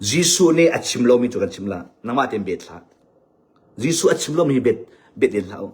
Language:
Hakha Chin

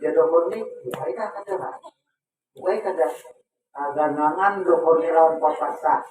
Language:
Banjar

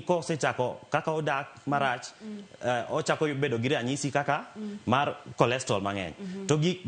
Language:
Luo (Kenya and Tanzania)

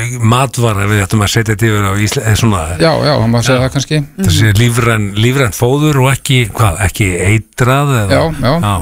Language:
Icelandic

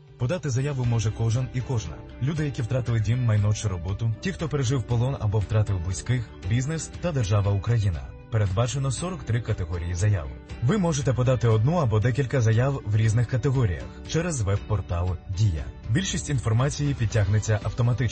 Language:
Ukrainian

